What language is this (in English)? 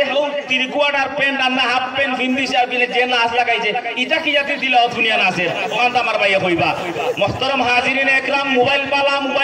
Sylheti